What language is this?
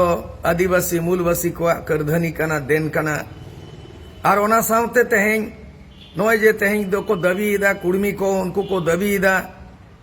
Santali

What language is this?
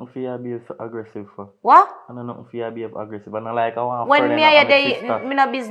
Jamaican Creole English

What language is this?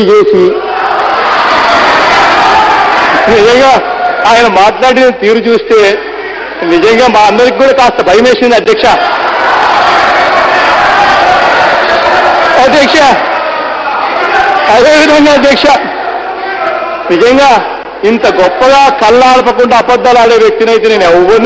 Telugu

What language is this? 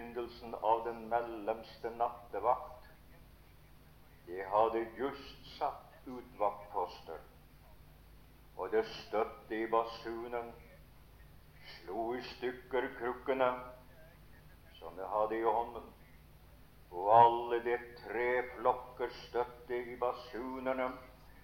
Norwegian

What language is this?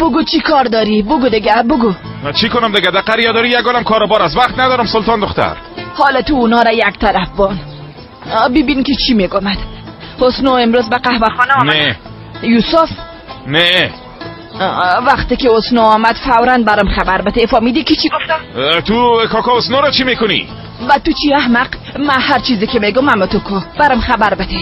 Persian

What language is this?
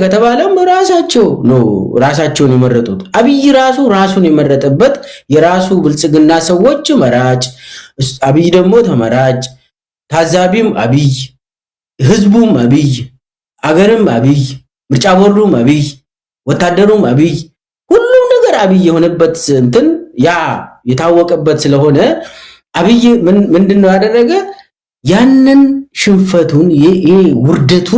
Amharic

